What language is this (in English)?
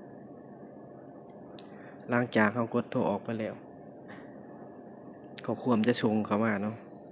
Lao